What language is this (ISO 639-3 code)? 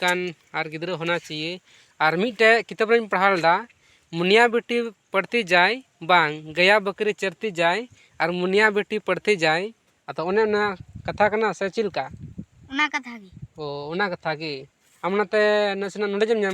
sat